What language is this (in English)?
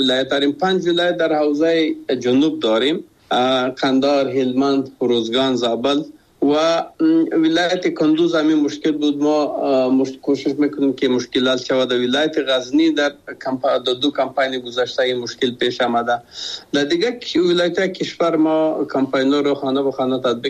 Persian